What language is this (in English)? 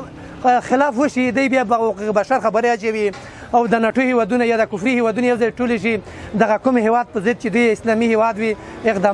Pashto